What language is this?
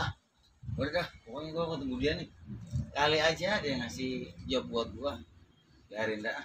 Betawi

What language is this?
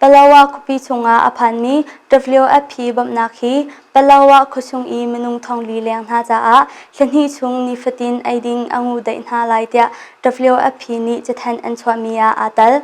Hakha Chin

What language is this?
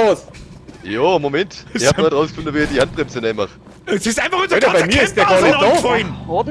Bavarian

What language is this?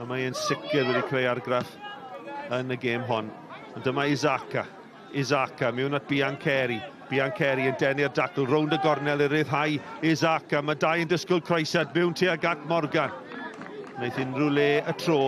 Welsh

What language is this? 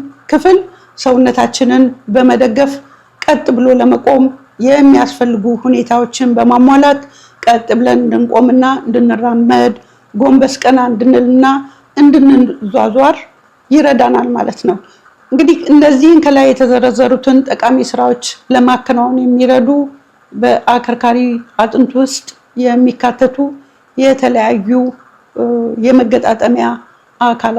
Amharic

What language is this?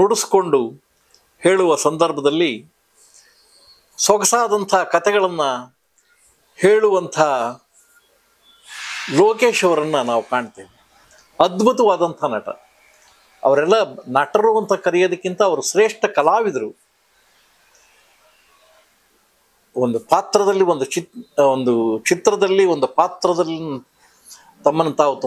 Kannada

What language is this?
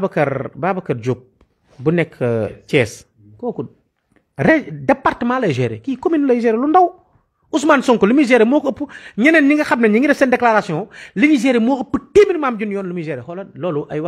Wolof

